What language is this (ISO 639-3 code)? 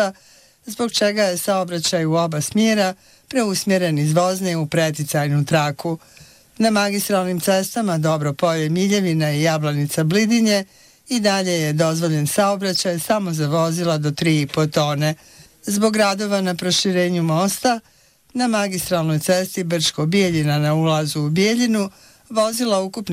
bos